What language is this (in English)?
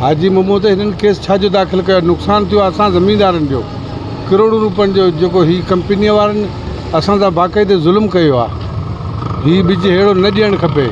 Sindhi